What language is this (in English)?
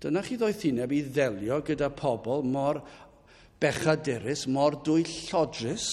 Welsh